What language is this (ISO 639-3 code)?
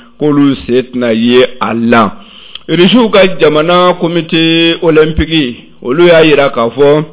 bam